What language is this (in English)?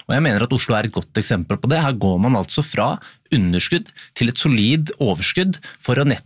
Norwegian